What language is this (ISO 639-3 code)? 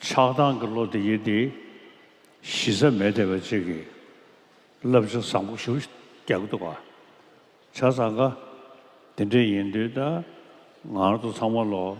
bod